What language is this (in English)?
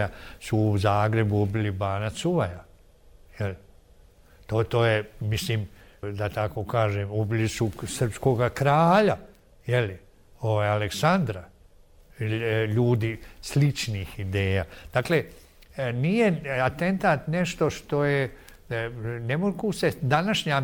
Bosnian